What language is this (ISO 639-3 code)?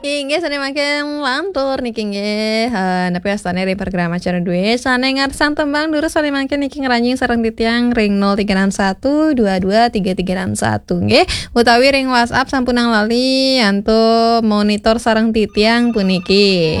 ban